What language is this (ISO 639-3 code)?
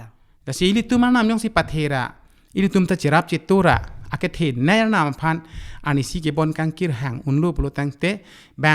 mjw